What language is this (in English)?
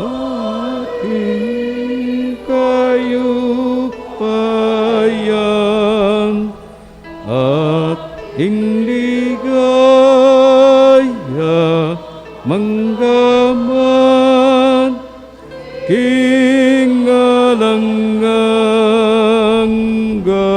Pampanga